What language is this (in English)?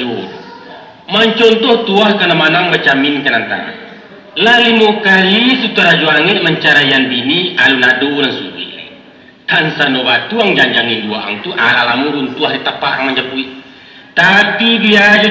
Minangkabau